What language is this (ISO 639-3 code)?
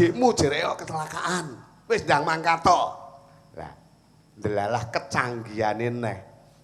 jav